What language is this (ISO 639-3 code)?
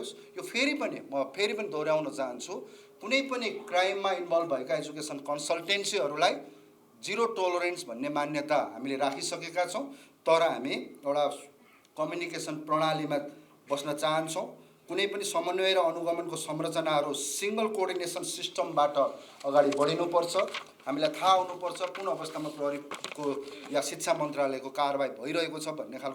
nep